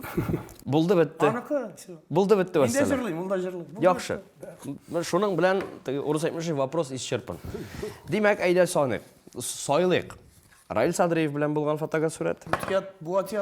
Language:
Tatar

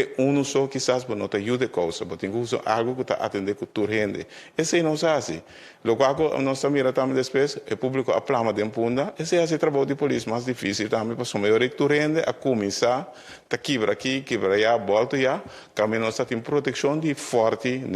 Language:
Papiamento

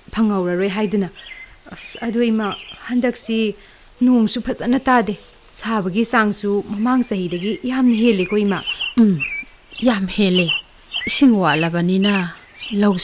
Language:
Manipuri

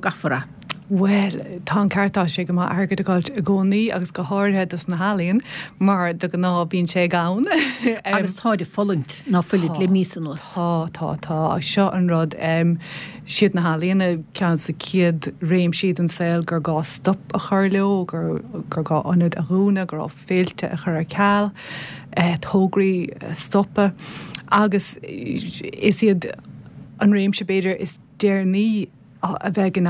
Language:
Irish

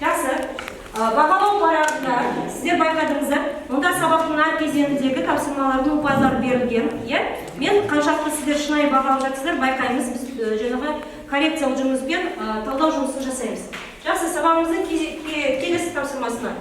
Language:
Kazakh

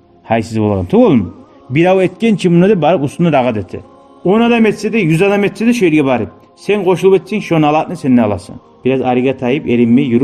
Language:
Kumyk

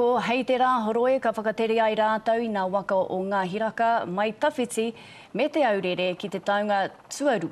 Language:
Māori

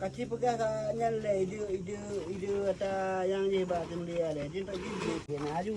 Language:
Achinese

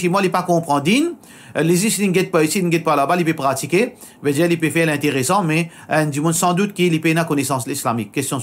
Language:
Morisyen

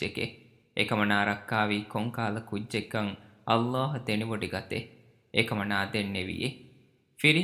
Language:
Divehi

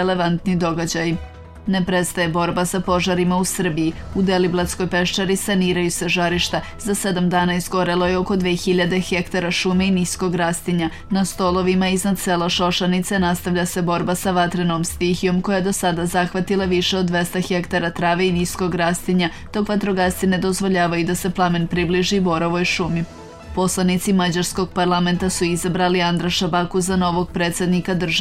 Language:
Serbian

